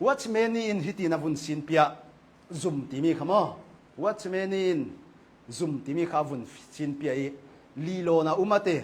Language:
Hakha Chin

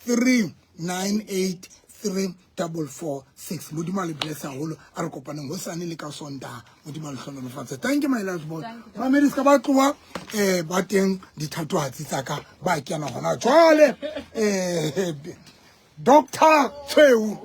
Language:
Southern Sotho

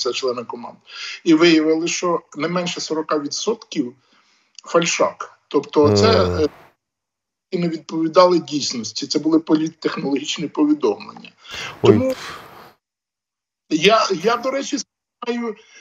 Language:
Ukrainian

